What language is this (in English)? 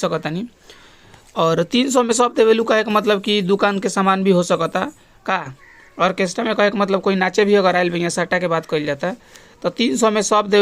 Bhojpuri